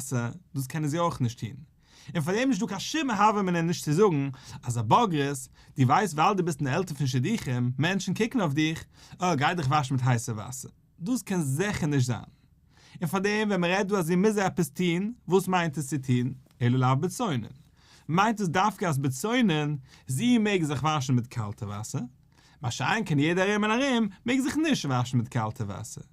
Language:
Yiddish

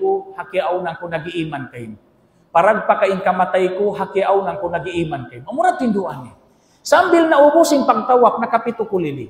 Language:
Tausug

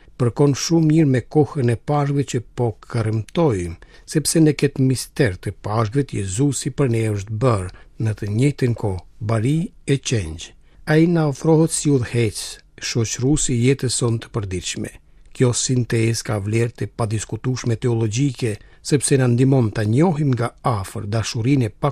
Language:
Albanian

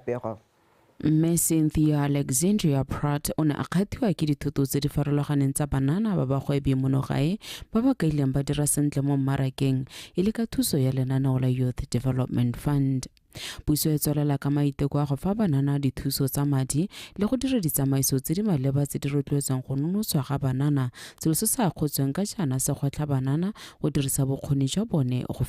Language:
Tswana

